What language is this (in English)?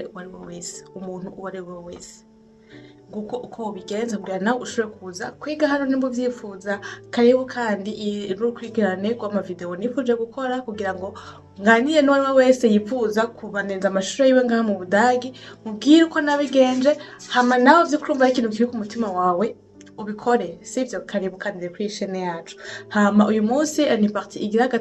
Rundi